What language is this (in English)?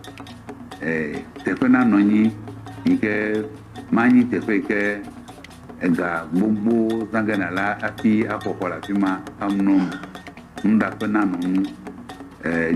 Ewe